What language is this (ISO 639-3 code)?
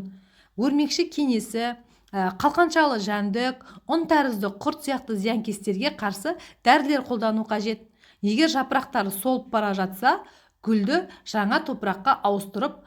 kaz